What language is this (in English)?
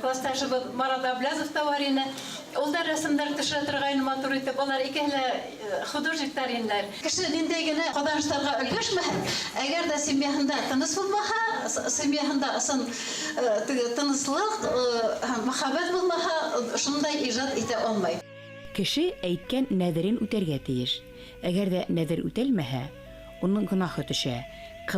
Bashkir